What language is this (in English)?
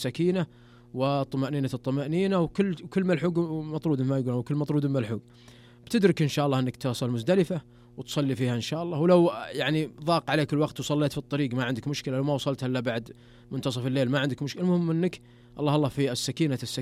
Najdi Arabic